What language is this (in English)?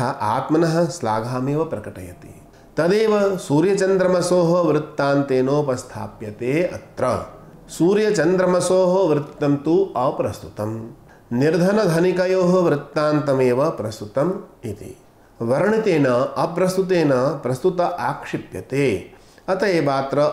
Sanskrit